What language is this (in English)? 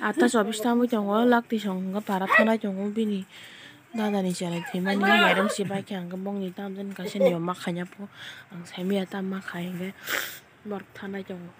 Kok Borok